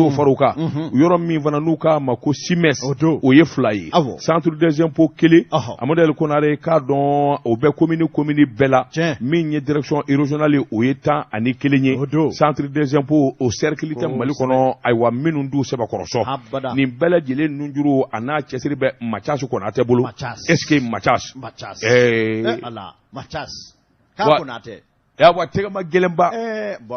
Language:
Bambara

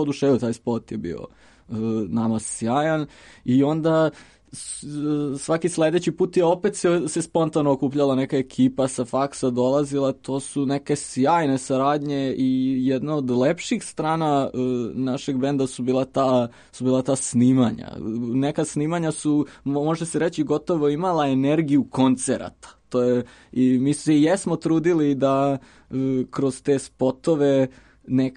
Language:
Serbian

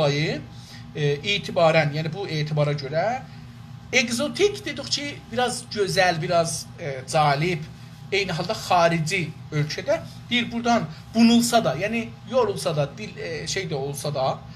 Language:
South Azerbaijani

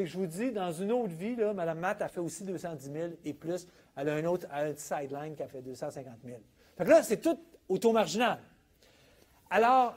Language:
French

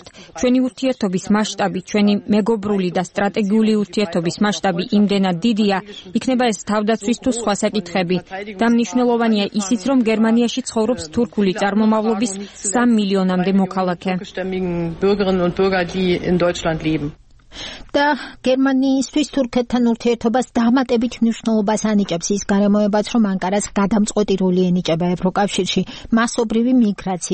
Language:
Georgian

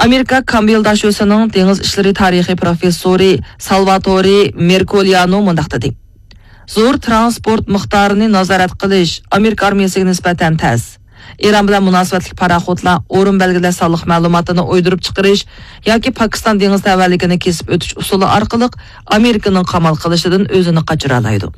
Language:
Uyghur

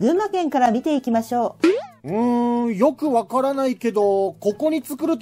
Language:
Japanese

